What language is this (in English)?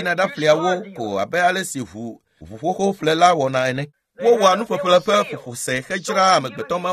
Ewe